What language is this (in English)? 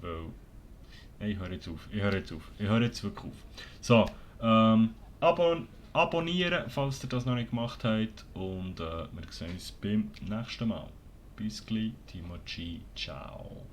Swiss German